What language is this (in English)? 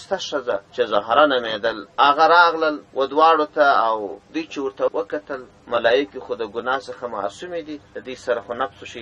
Pashto